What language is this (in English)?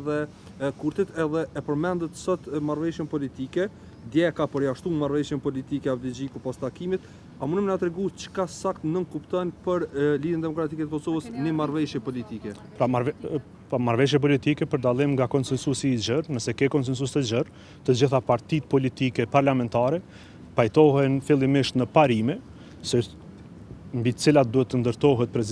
Albanian